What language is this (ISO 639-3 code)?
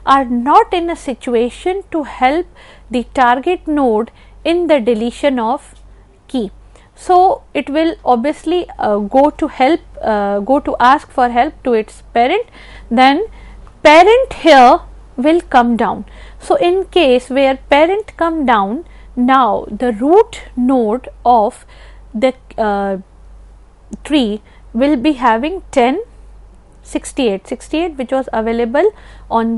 eng